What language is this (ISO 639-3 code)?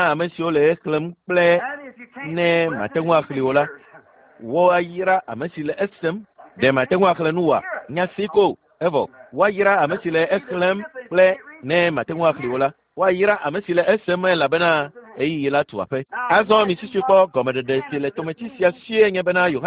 ewe